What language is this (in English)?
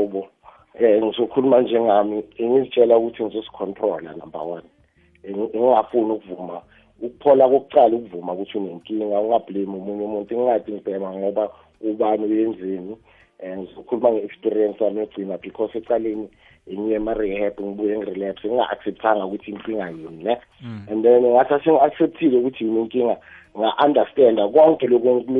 South Ndebele